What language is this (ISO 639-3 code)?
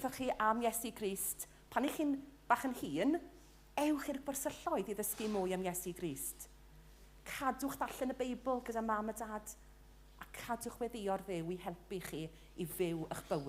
cym